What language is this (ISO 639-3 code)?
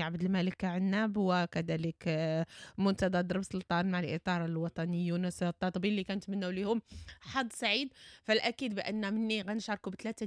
ary